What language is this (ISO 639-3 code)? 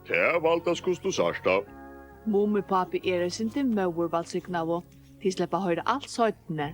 fao